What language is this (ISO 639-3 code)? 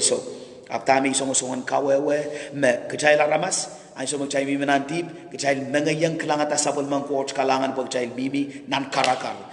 pon